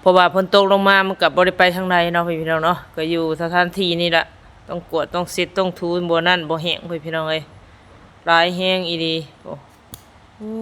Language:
Lao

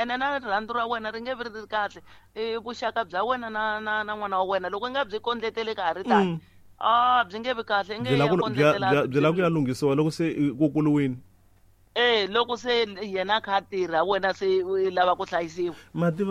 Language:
Tsonga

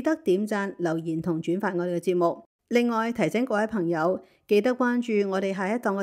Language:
Cantonese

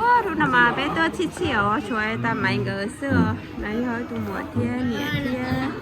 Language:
Hmong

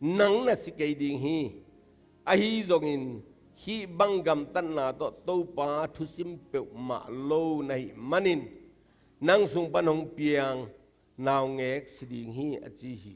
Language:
Tedim Chin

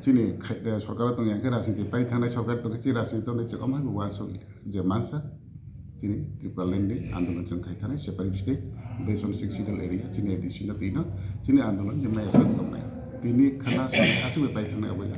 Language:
Kok Borok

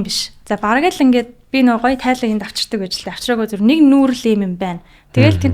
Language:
Mongolian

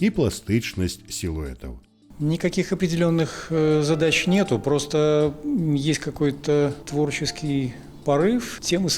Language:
Belarusian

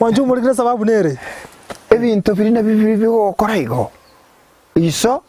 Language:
Gusii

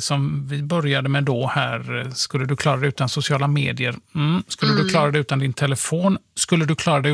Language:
Swedish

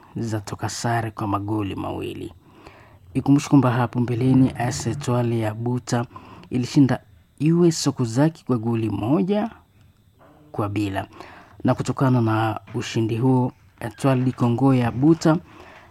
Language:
Swahili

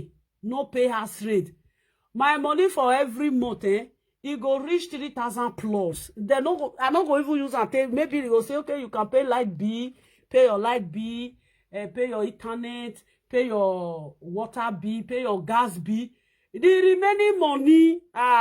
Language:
Nigerian Pidgin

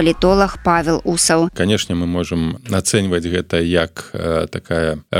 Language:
Belarusian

